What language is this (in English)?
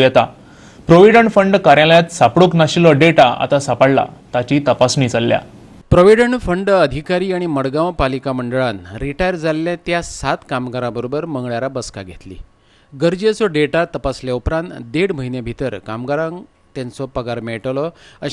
Konkani